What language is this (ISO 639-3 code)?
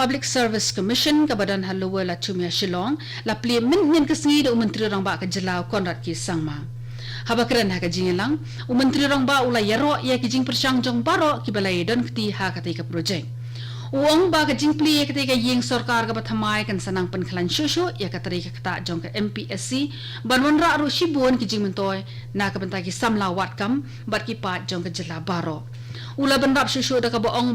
kha